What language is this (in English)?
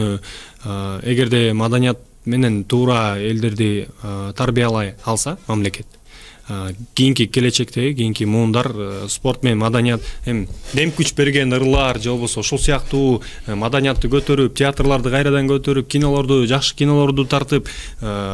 Kyrgyz